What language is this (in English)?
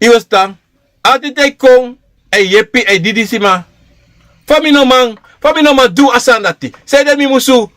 Sranan Tongo